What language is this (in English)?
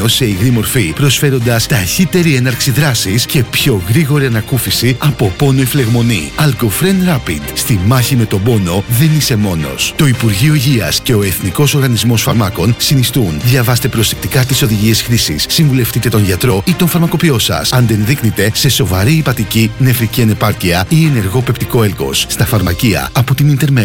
Greek